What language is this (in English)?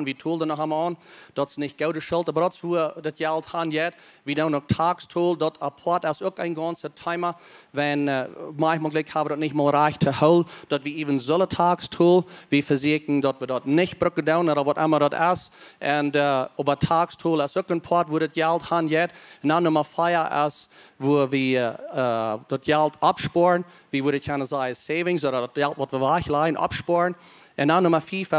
Plautdietsch